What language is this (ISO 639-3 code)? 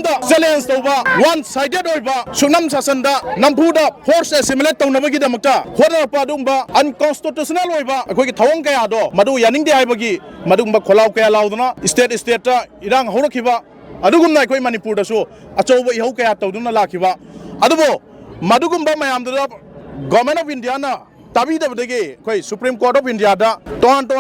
mni